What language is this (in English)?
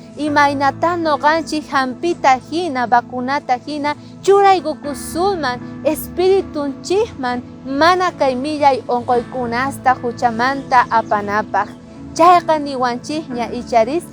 South Bolivian Quechua